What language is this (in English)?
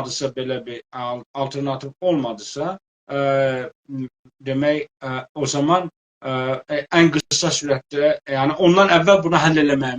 South Azerbaijani